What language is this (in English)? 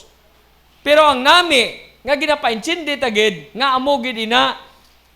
Hiligaynon